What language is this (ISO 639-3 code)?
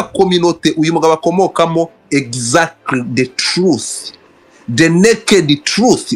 kin